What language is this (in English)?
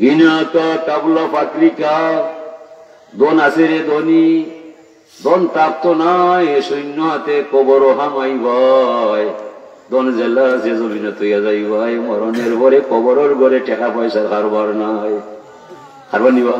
Sylheti